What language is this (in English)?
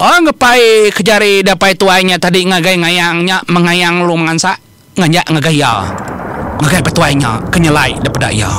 Iban